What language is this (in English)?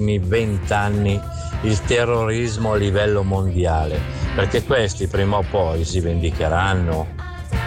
Italian